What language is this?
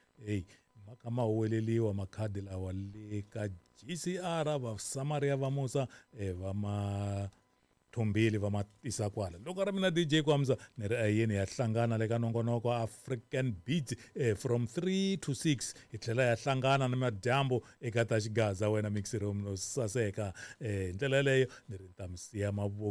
Tsonga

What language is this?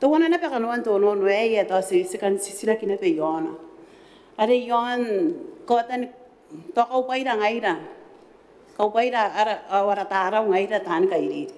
Gilbertese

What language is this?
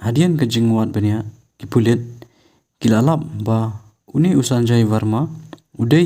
Khasi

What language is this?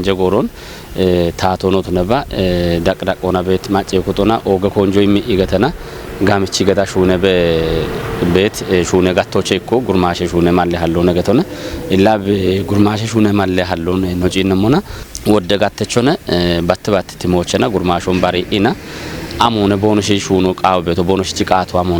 Kafa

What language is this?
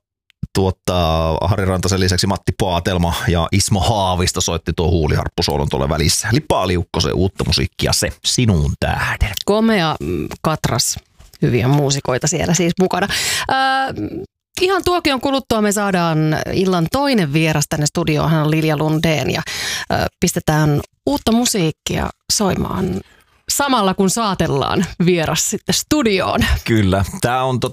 Finnish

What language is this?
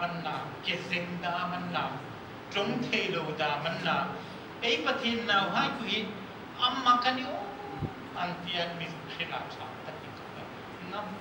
Hmar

